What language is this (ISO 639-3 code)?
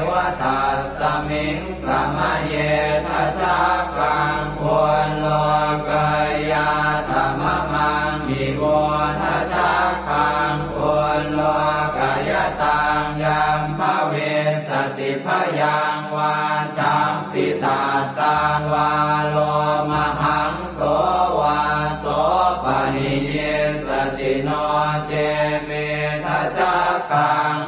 pli